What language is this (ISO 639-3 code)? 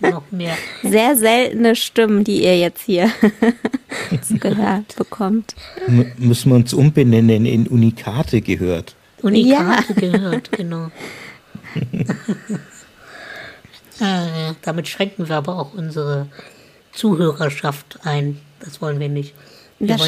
deu